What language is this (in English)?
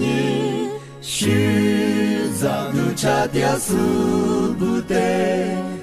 Lisu